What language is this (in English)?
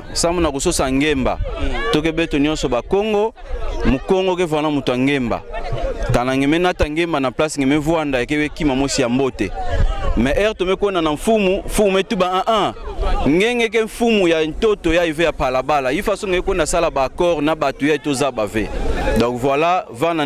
Kituba (Democratic Republic of Congo)